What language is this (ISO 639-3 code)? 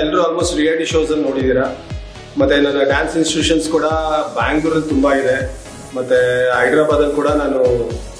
kan